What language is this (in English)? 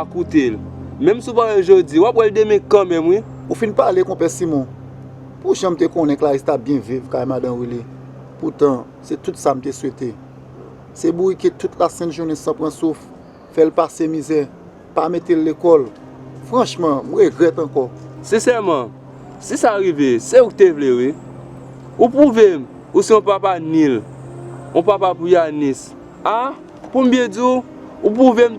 Haitian Creole